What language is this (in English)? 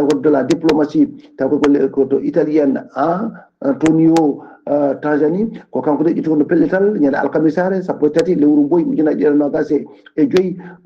Fula